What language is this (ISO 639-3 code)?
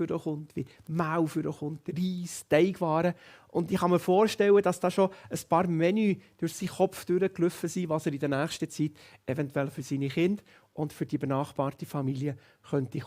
gsw